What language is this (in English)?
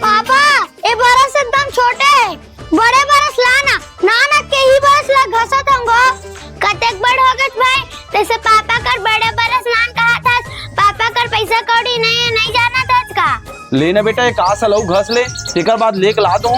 Chhattisgarhi